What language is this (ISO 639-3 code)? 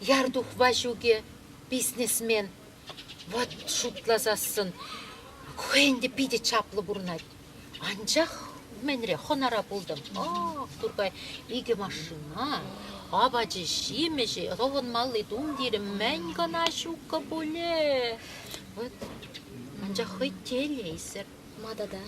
chv